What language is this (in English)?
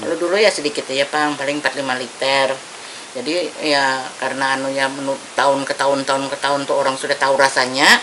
Banjar